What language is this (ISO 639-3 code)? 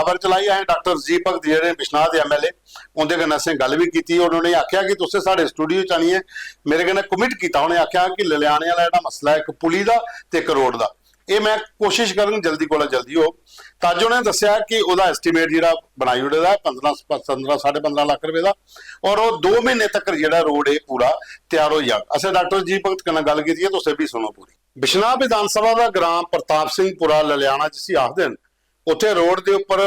doi